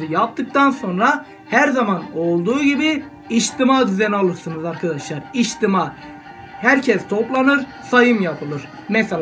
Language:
Turkish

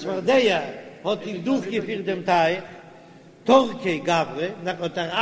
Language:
Yiddish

